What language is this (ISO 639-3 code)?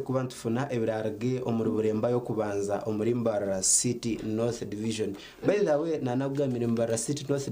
nyn